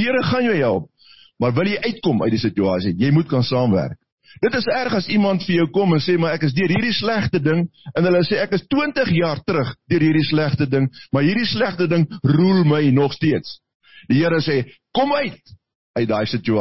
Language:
Afrikaans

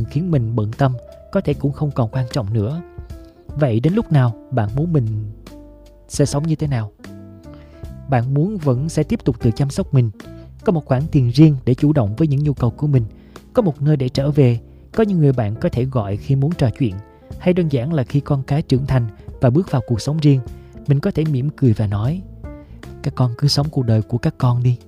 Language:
Vietnamese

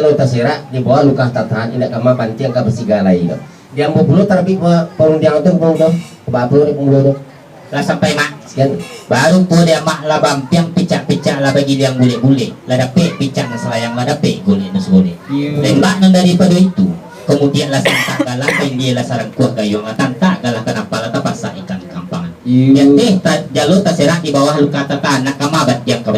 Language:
Minangkabau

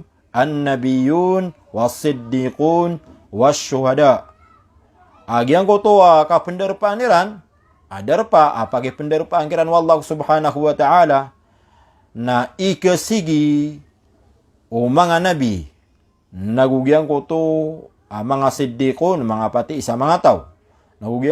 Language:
Maranao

